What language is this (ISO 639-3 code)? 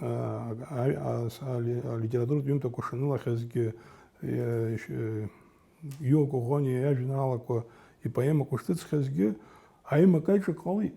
abk